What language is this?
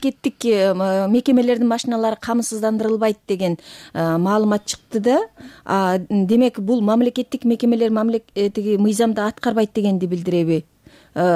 Kyrgyz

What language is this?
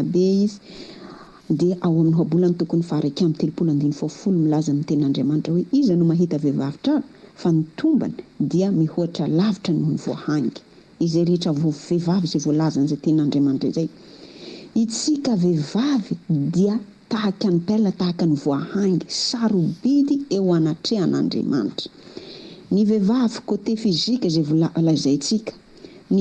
Malagasy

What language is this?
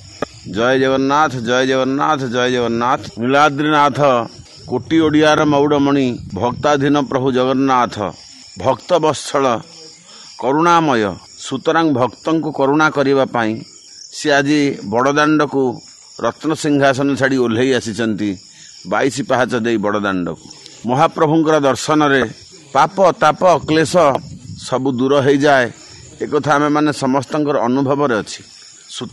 Odia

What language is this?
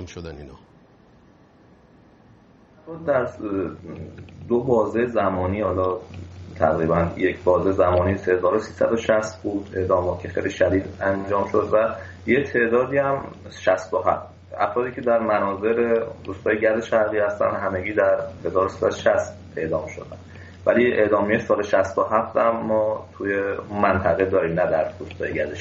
Persian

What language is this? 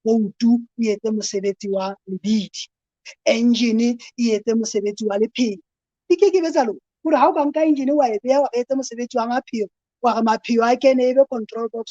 Southern Sotho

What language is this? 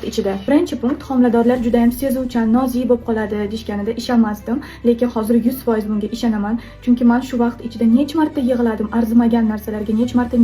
Uzbek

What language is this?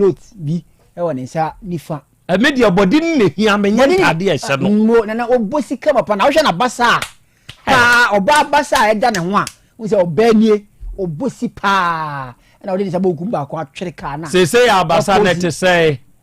Akan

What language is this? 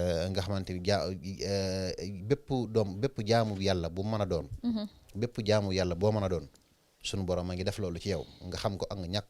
Wolof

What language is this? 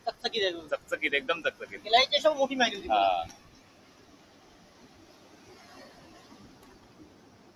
Marathi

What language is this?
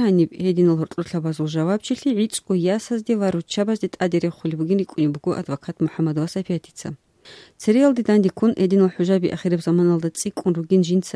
Avaric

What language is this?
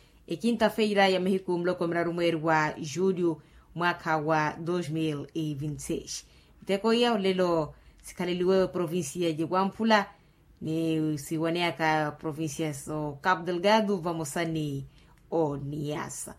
Makhuwa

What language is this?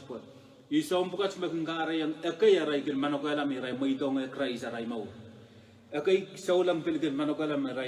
Pohnpeian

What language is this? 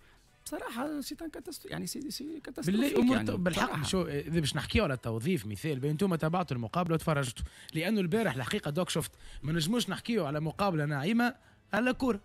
Tunisian Arabic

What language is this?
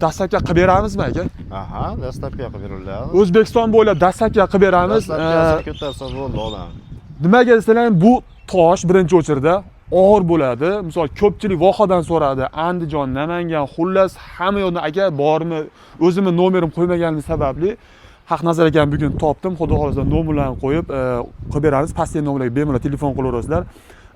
Uzbek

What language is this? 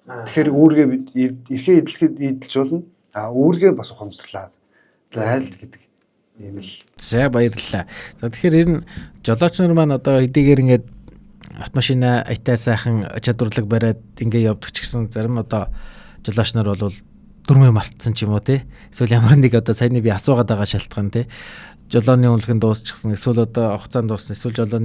Mongolian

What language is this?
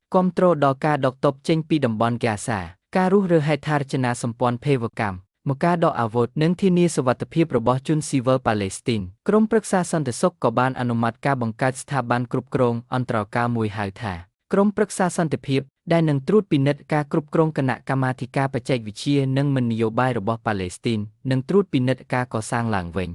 Khmer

